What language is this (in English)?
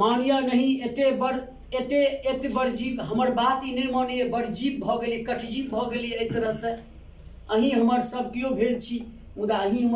Maithili